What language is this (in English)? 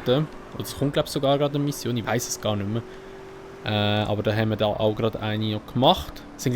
Swiss German